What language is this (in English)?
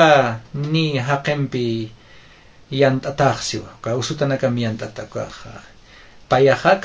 Aymara